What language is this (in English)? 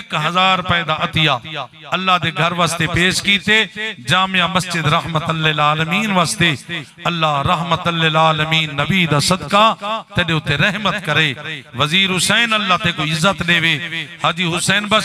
Saraiki